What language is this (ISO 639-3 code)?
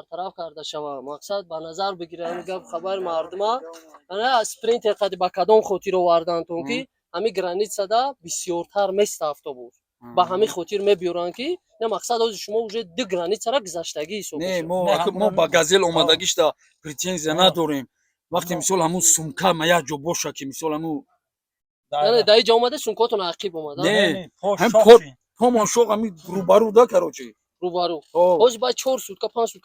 tgk